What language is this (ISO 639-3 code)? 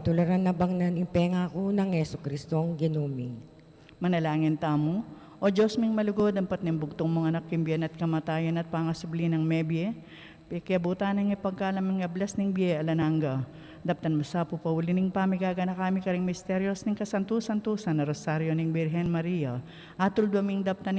pam